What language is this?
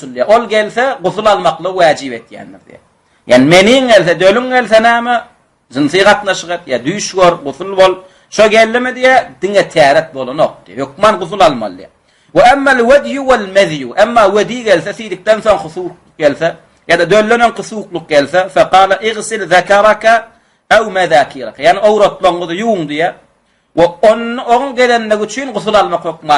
Turkmen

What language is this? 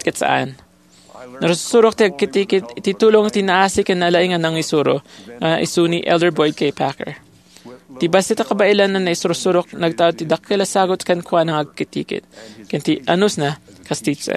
Iloko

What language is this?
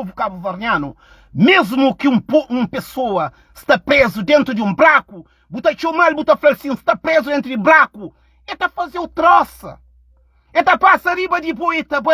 Kabuverdianu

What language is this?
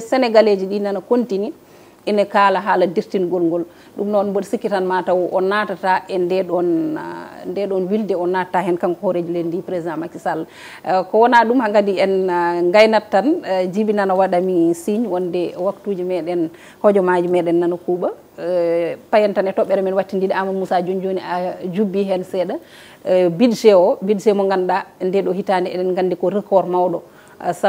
Fula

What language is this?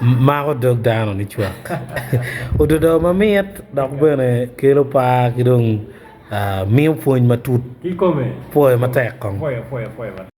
Acoli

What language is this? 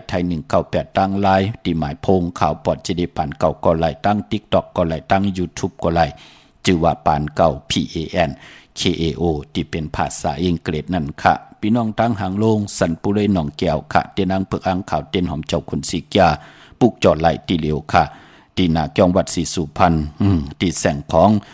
Shan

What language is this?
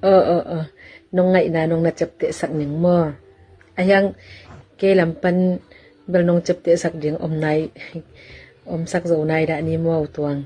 Tedim Chin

